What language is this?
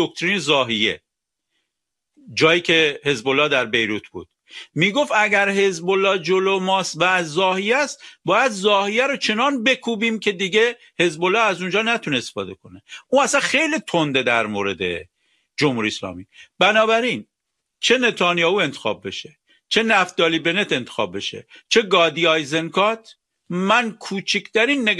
Persian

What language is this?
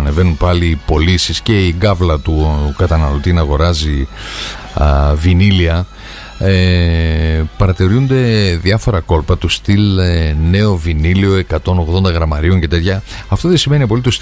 Greek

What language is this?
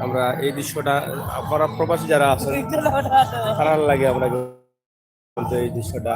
Sylheti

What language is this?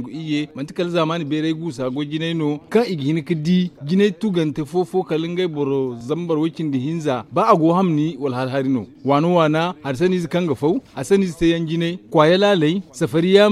Zarma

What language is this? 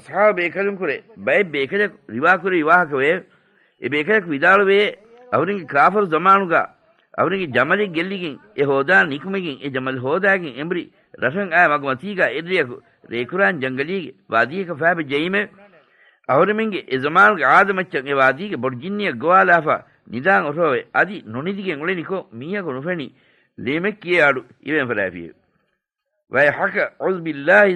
Divehi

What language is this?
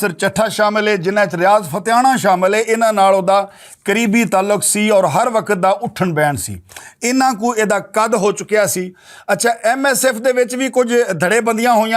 Western Panjabi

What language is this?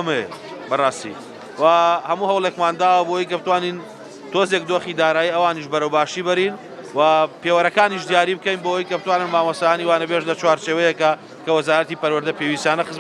Central Kurdish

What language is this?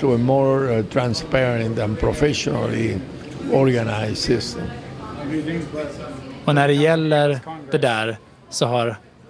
Swedish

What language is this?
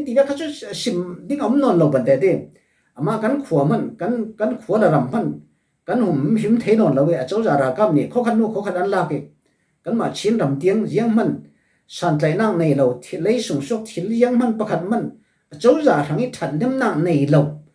Falam Chin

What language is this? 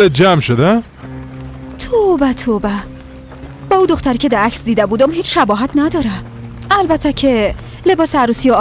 Persian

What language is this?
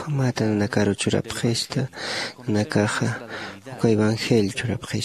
Aymara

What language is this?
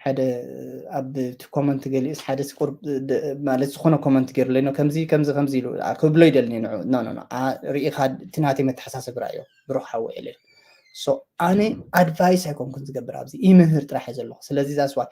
Tigrinya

